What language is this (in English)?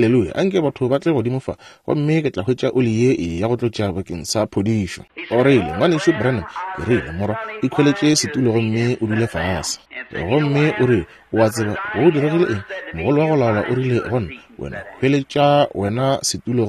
Northern Sotho